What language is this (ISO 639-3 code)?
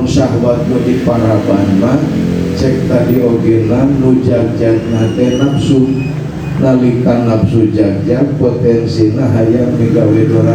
sun